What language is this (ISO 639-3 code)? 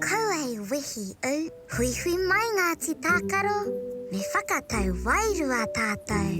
mri